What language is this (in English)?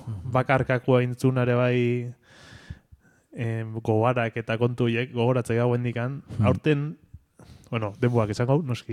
Basque